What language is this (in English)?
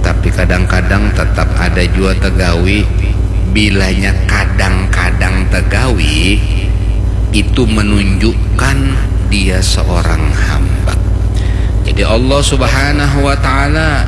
Banjar